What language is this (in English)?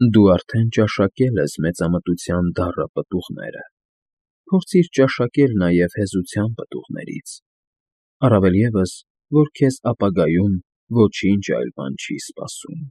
Armenian